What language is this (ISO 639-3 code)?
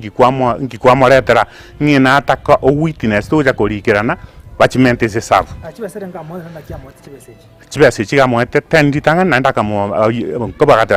guz